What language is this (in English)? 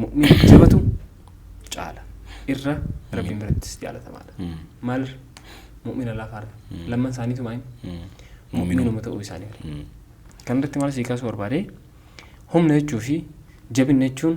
Oromo